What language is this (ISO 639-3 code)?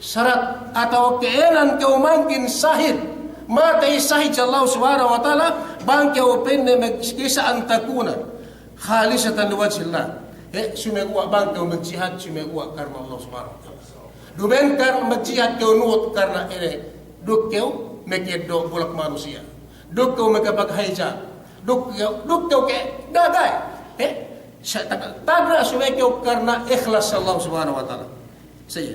yka